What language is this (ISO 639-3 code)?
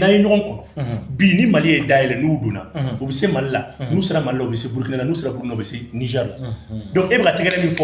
bam